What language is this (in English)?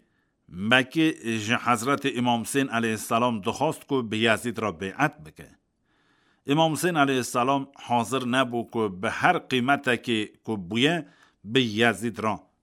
Kurdish